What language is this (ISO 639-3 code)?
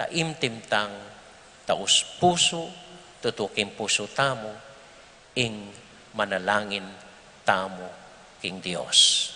pam